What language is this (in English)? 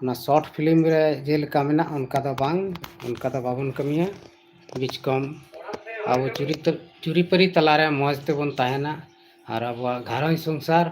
Santali